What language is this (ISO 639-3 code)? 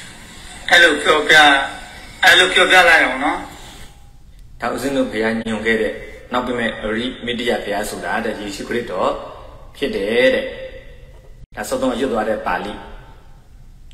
mya